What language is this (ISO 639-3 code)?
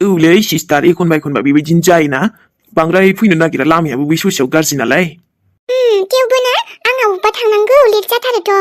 brx